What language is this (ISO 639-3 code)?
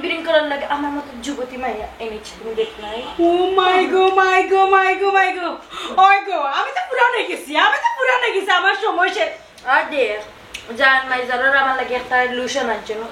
syl